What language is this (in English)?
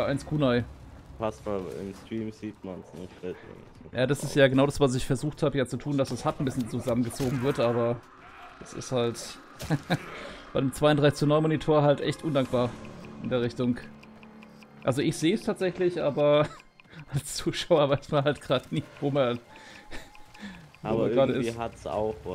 German